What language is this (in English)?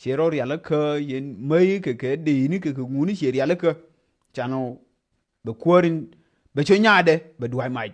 Nuer